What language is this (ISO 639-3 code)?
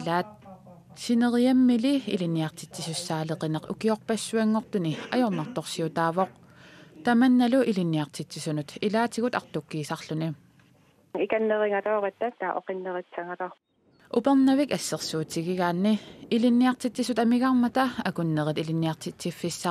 kal